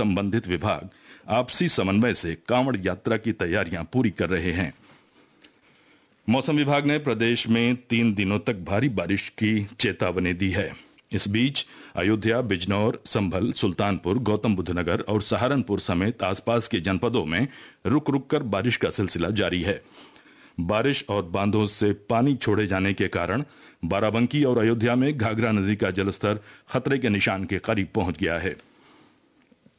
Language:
Hindi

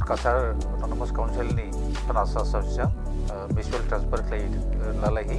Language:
Dimasa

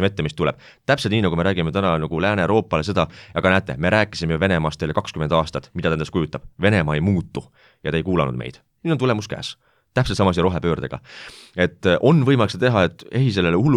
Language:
Estonian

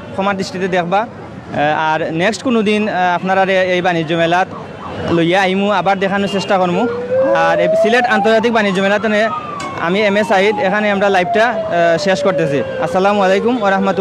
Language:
Sylheti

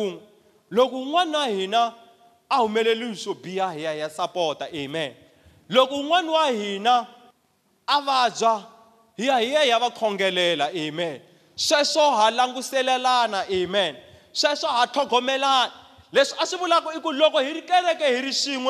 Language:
Tsonga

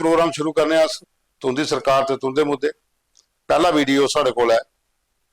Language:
Dogri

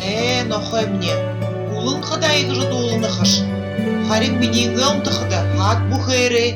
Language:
Buriat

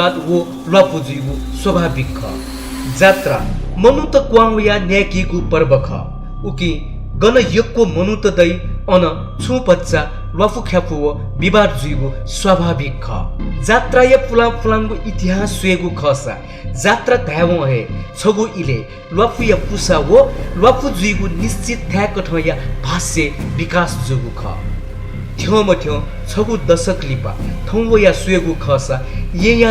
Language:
Newari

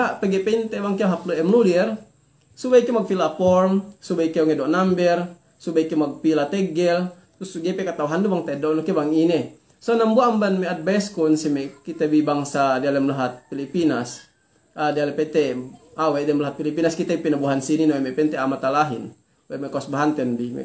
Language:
Yakan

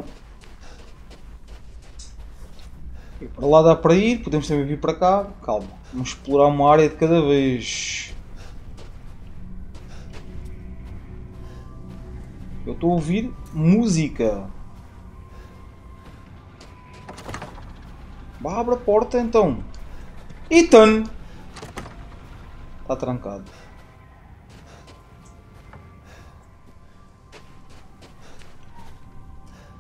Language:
Portuguese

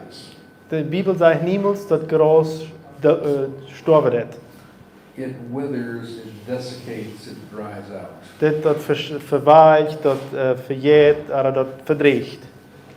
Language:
Plautdietsch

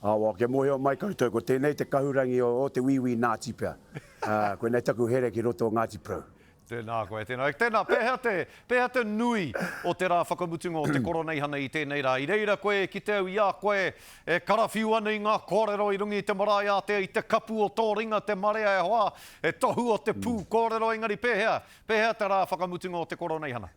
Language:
Māori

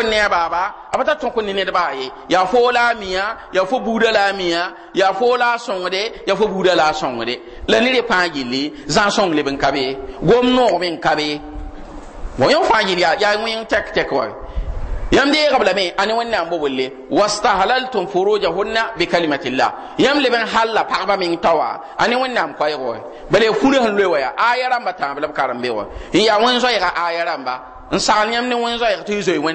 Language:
Mossi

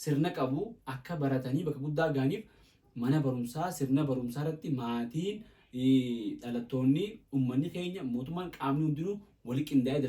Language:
Oromo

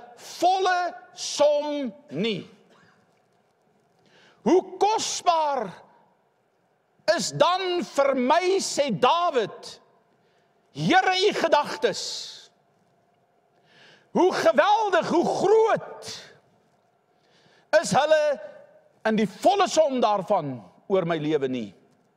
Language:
Afrikaans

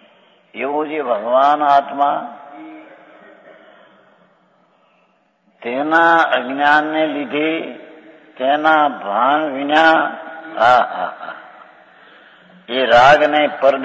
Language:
Gujarati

